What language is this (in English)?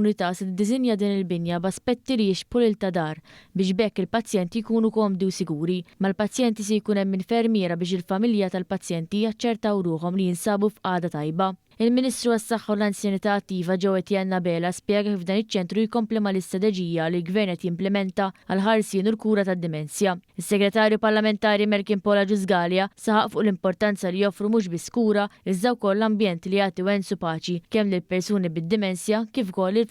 Maltese